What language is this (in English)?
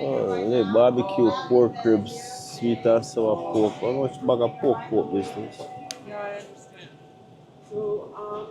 Jamaican Creole English